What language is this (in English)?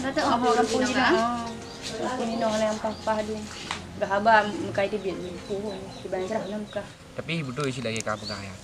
Achinese